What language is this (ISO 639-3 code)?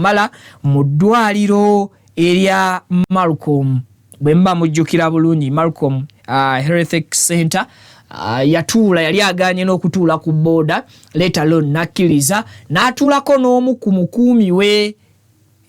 lug